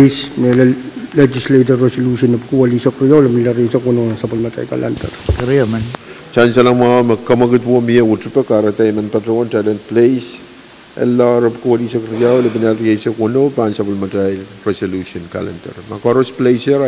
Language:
Pohnpeian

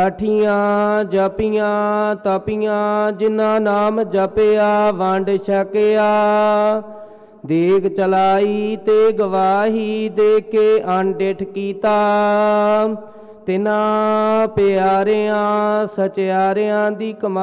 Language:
Punjabi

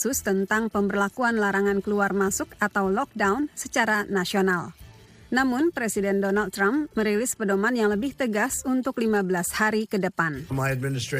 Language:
Indonesian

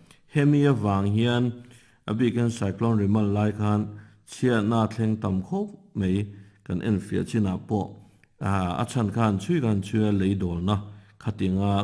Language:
Mizo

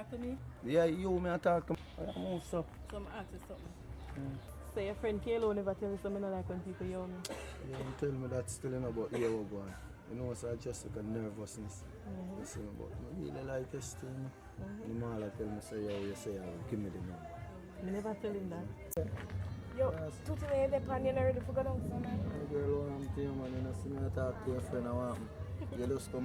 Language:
Jamaican Creole English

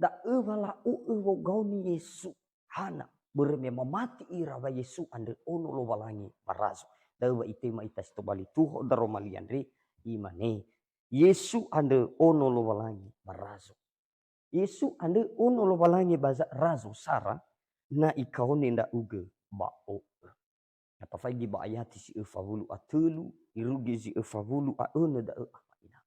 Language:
Nias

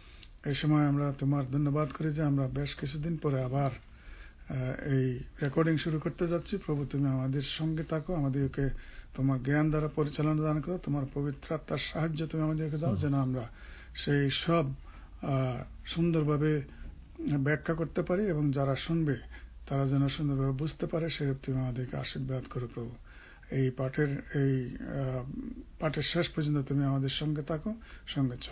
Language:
Bangla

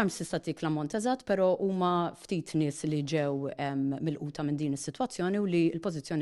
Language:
Maltese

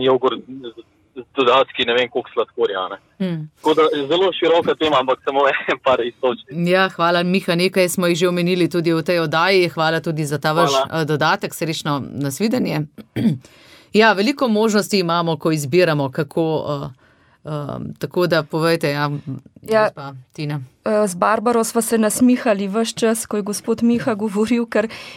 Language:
Slovenian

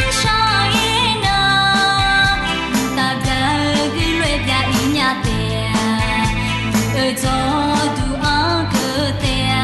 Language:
Akha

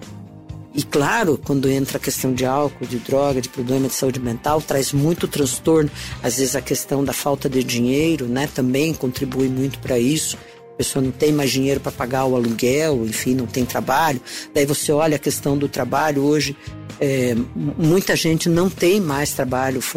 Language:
Portuguese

